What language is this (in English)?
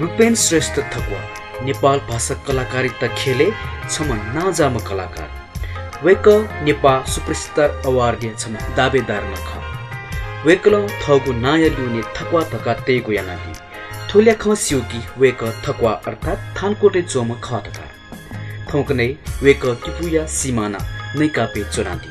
Newari